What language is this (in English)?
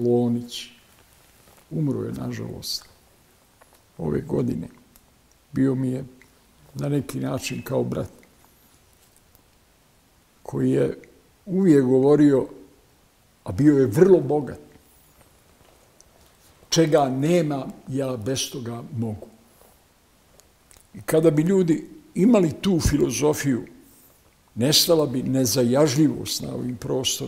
Bosnian